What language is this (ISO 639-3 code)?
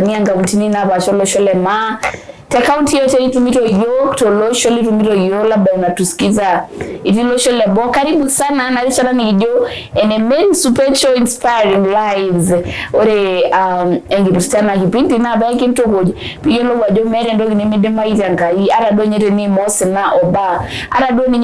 mas